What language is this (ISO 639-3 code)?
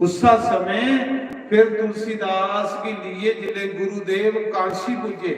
doi